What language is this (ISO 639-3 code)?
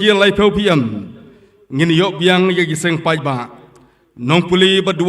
kha